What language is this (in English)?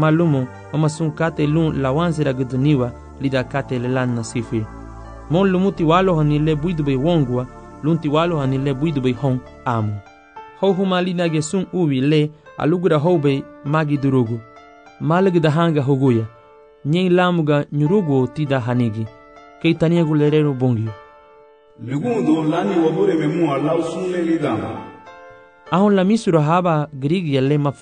Garifuna